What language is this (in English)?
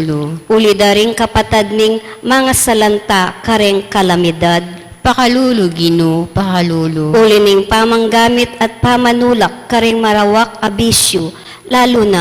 Pampanga